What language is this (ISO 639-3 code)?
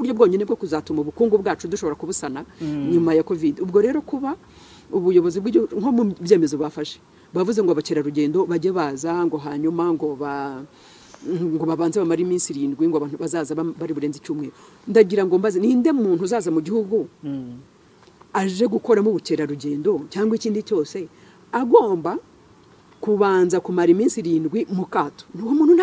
kin